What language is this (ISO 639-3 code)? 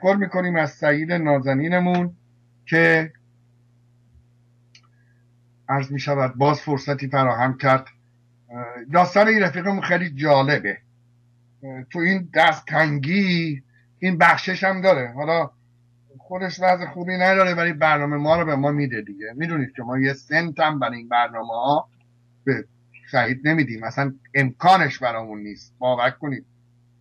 fas